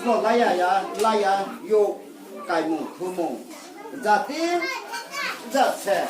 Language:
Riang (India)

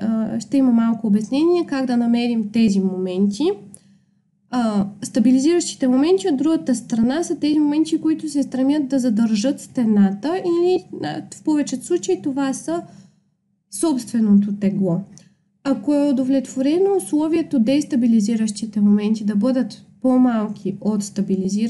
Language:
Bulgarian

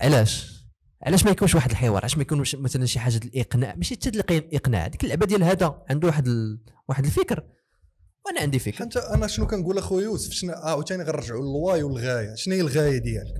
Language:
Moroccan Arabic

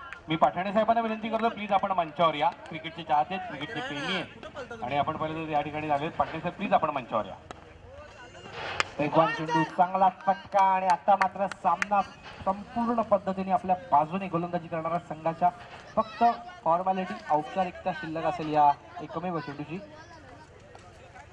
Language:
Marathi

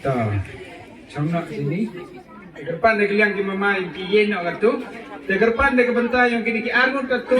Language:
Khasi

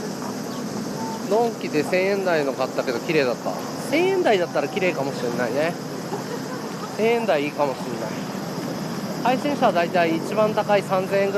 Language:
Japanese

